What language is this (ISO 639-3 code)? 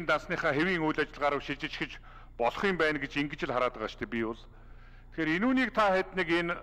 mon